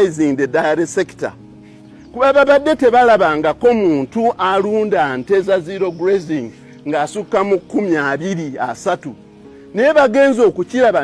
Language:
Ganda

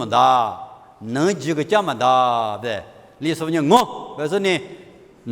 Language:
Lisu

